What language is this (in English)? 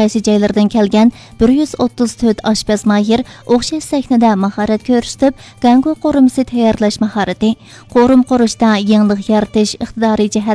Uyghur